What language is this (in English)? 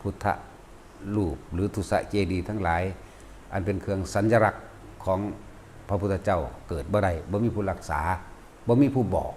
Northeastern Thai